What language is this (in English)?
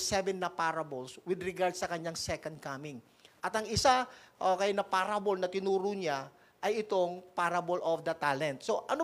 Filipino